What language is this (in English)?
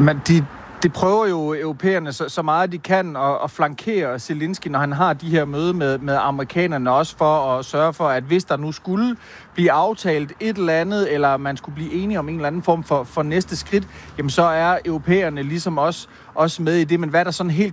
Danish